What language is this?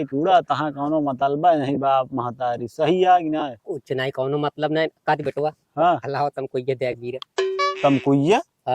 Awadhi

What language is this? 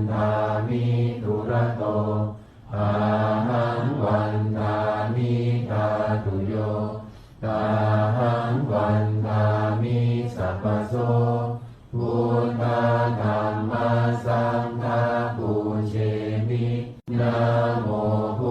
Pali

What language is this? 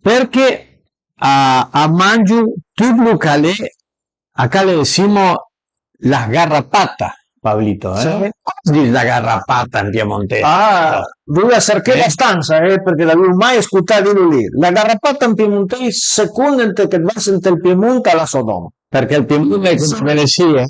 Piedmontese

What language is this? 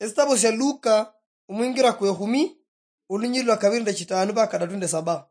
Luyia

